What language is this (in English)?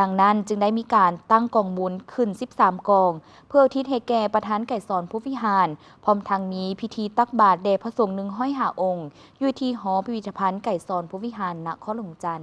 Lao